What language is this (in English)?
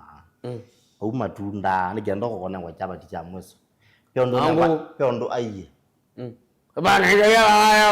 Kamba